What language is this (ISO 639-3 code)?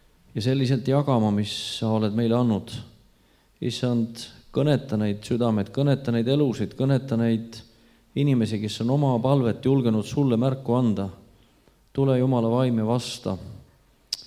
est